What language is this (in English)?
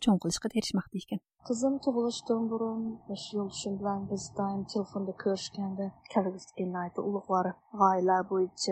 Uyghur